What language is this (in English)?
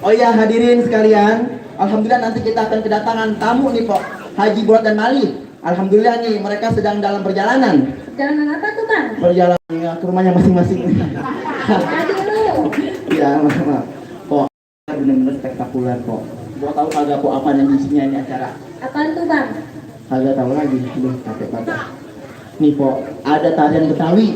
Betawi